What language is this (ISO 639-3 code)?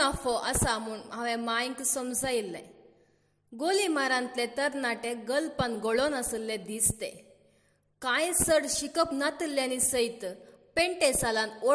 kok